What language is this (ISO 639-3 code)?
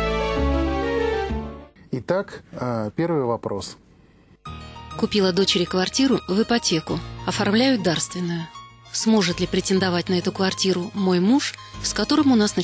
rus